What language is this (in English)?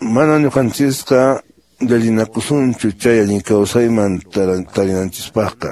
Quechua